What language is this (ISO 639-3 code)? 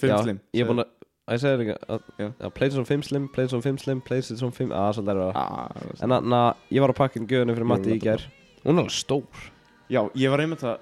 isl